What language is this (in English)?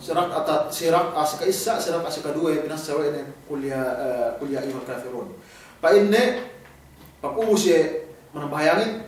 Yakan